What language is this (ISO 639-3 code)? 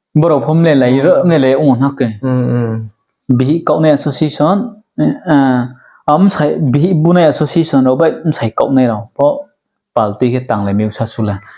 ria